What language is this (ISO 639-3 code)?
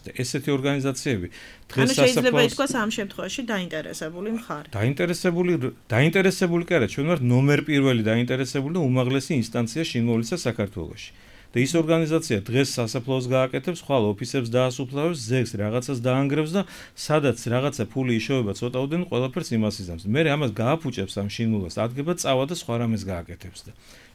kat